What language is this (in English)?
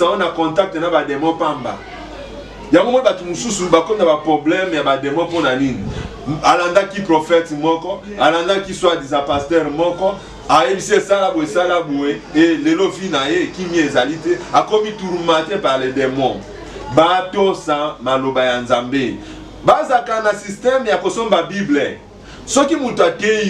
Lingala